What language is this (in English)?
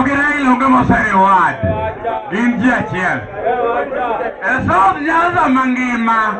Luo (Kenya and Tanzania)